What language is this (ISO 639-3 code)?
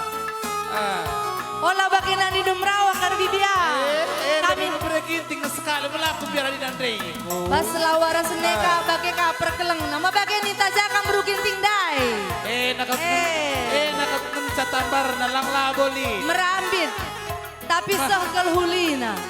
btx